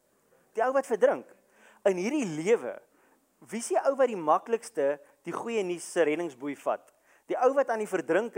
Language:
Afrikaans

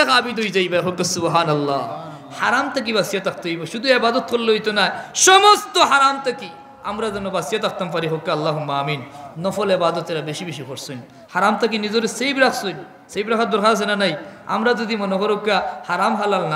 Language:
Sylheti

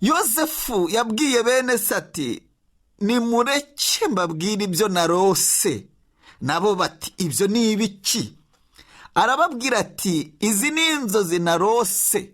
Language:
Kinyarwanda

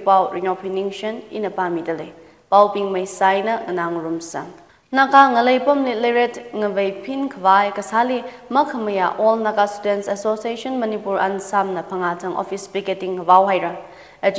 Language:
Tangkhul Naga (India)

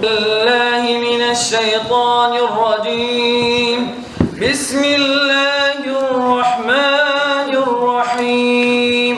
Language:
Kumyk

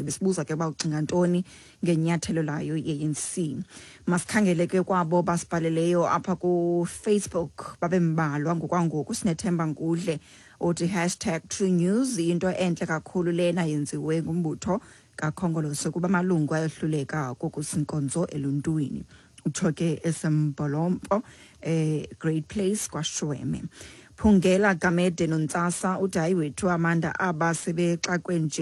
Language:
Xhosa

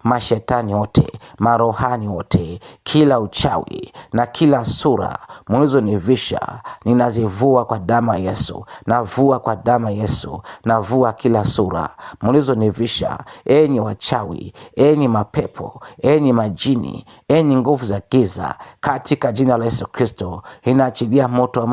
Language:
Swahili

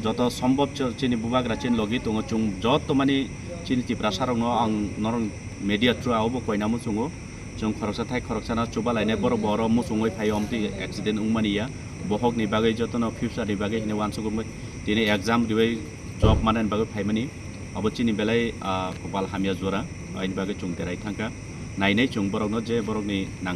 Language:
Kok Borok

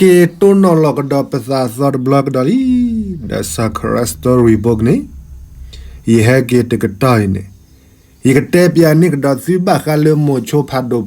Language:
S'gaw Karen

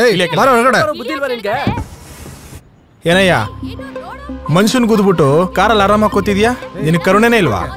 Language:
Kannada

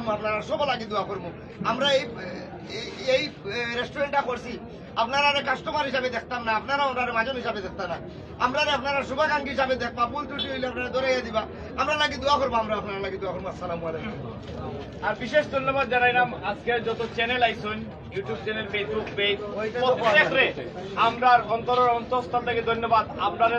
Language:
Sylheti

